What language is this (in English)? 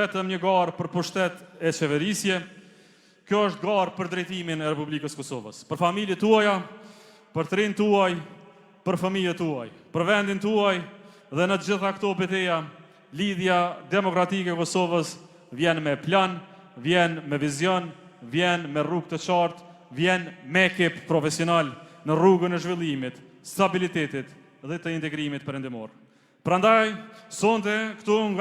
Albanian